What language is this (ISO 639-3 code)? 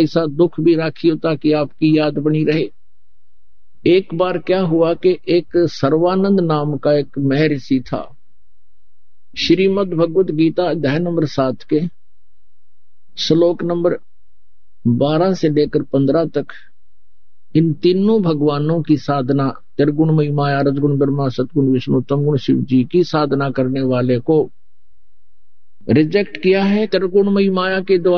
hin